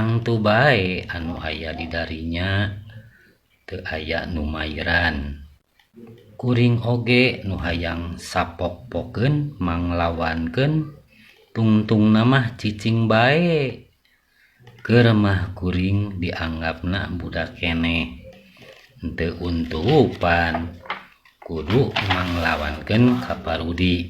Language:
Sundanese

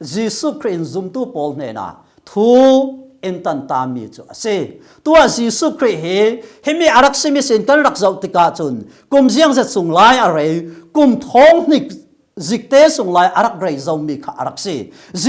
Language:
Falam Chin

